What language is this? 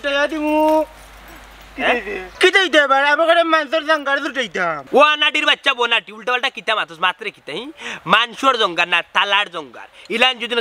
Sylheti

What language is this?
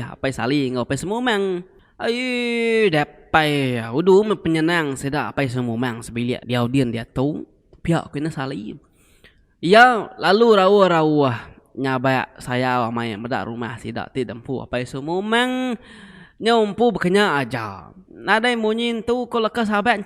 Iban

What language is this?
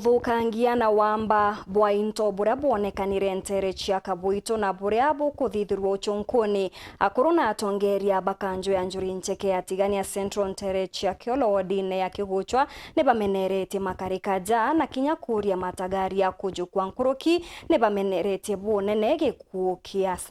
Meru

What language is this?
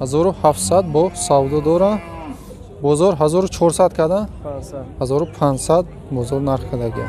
Tajik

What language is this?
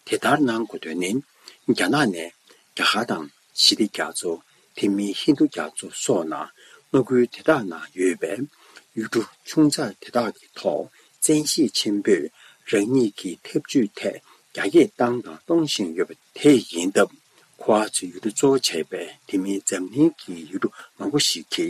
Tibetan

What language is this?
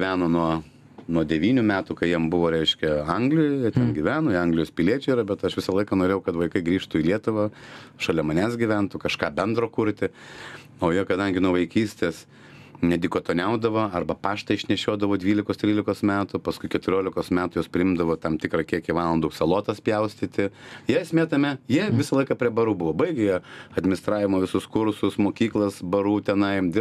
Lithuanian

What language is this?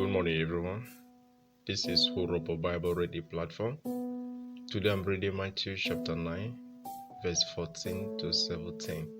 Urhobo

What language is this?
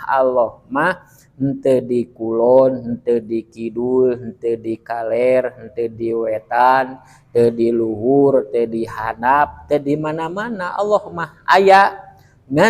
Sundanese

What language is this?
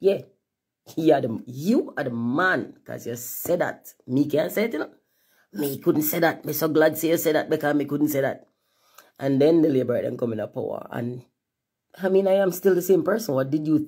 Jamaican Creole English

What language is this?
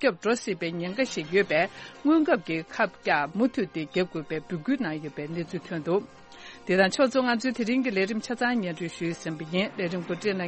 Tibetan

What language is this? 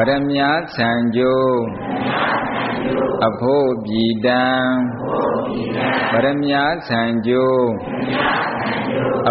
Burmese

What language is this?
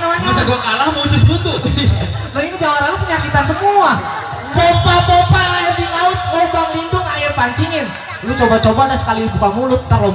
Betawi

